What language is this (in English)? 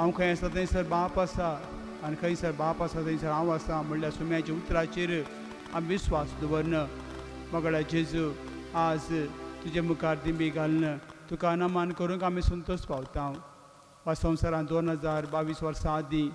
Konkani